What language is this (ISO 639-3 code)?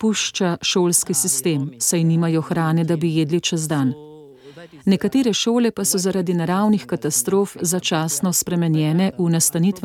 slv